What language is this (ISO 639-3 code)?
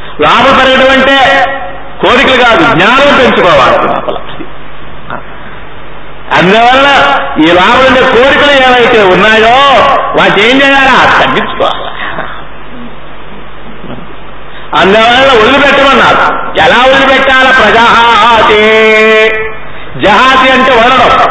tel